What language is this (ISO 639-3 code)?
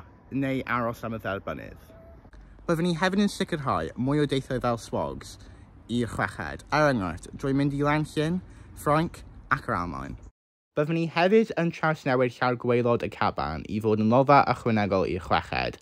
cym